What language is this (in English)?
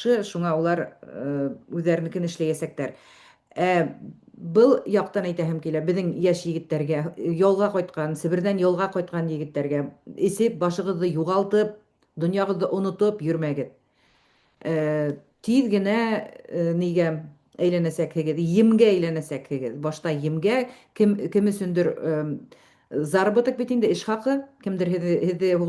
Bashkir